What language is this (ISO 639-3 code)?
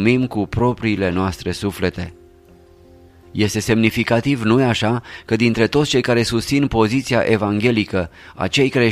ron